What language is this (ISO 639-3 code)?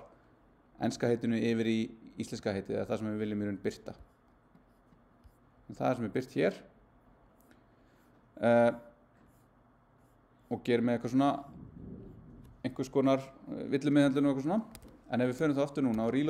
isl